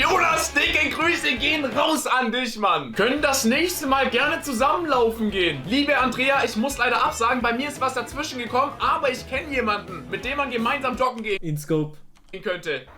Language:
Swiss German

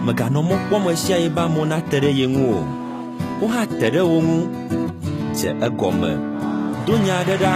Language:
Ewe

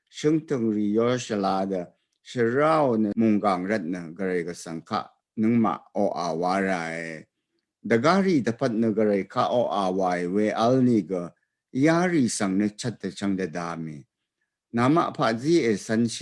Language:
Rawang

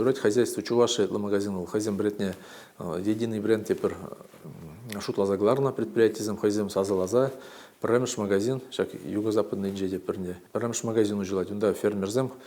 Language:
Chuvash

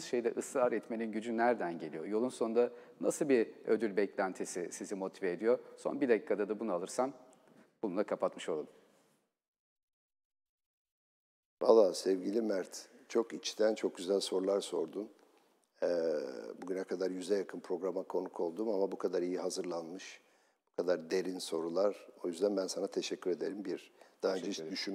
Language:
Turkish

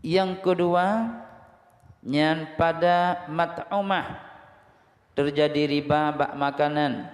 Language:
Achinese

